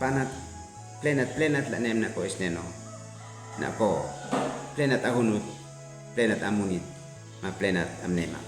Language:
Uab Meto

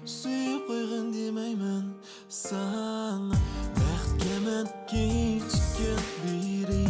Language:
Uyghur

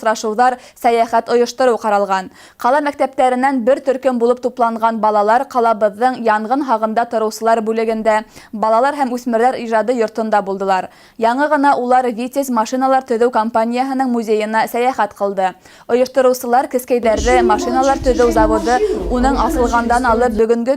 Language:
Bashkir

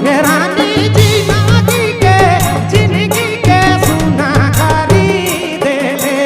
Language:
Sadri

